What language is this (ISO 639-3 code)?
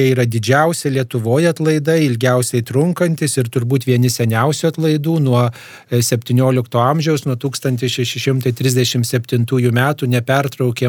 lit